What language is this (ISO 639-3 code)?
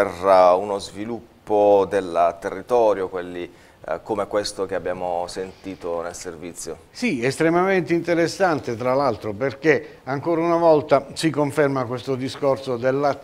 ita